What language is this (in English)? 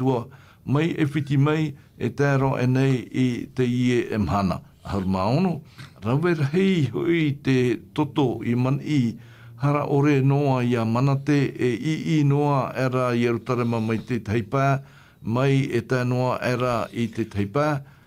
Tahitian